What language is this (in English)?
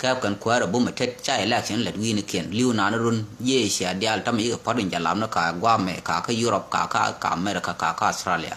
Nuer